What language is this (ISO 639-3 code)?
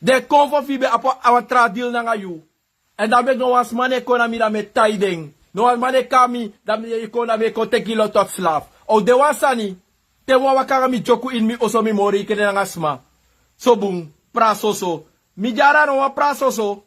srn